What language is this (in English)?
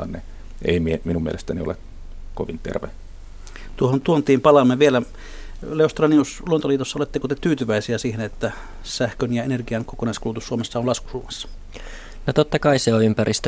Finnish